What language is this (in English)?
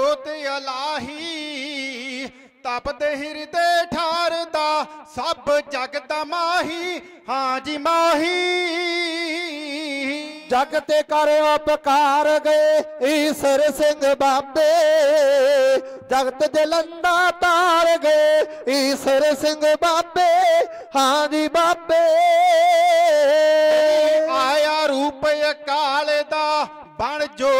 Punjabi